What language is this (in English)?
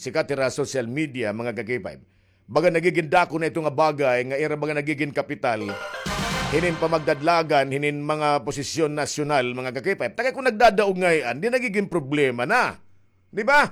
Waray